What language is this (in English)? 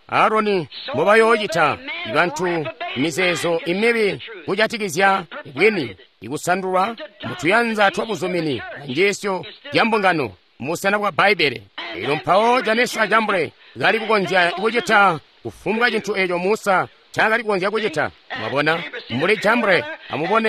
Tonga (Zambia)